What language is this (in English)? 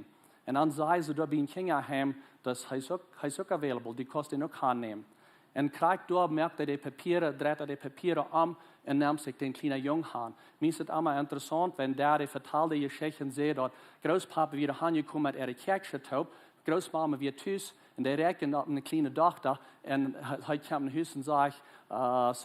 Plautdietsch